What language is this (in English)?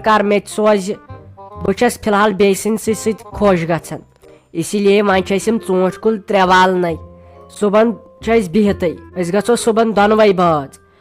Kashmiri